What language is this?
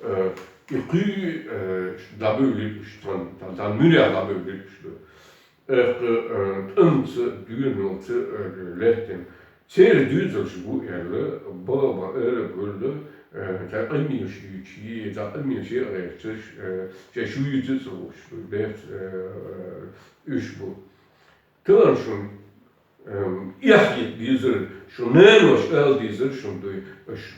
Chechen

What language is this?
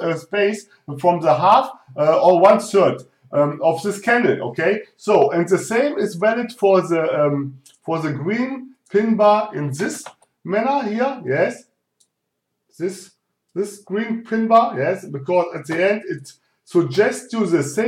English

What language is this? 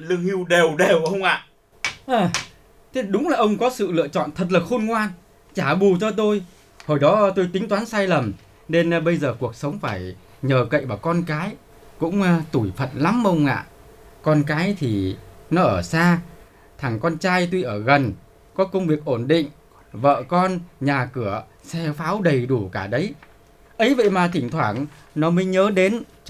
Vietnamese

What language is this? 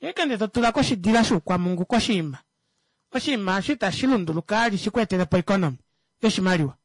Kuanyama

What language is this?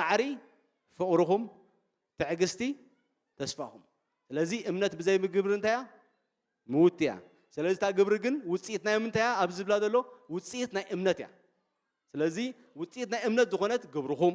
Tigrinya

